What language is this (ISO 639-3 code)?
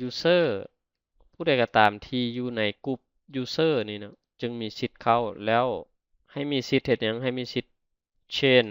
lao